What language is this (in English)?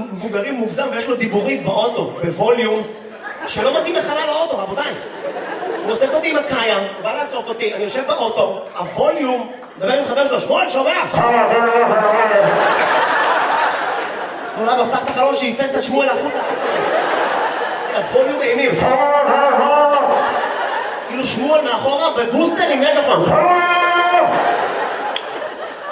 Hebrew